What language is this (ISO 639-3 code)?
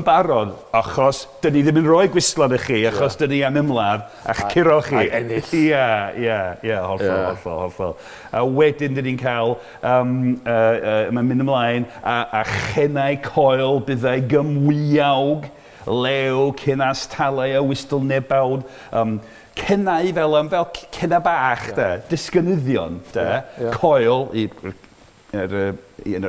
cym